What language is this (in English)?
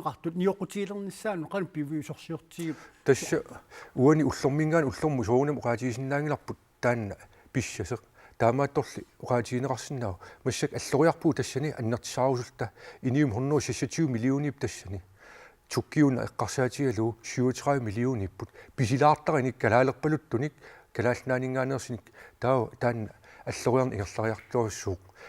Kalaallisut